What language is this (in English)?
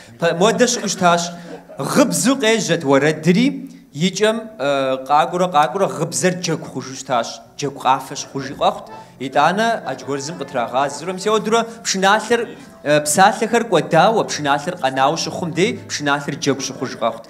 Kabardian